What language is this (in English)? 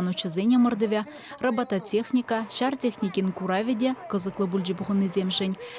Chuvash